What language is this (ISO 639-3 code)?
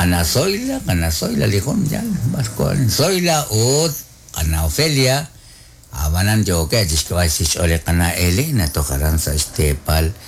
kek